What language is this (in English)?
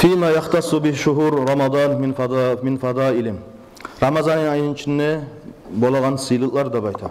Kumyk